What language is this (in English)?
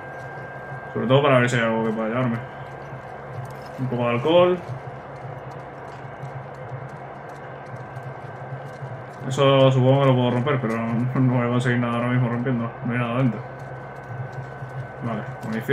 Spanish